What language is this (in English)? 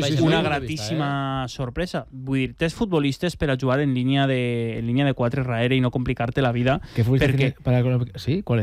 Catalan